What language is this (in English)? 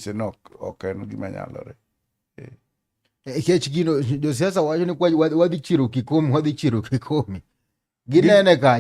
Luo (Kenya and Tanzania)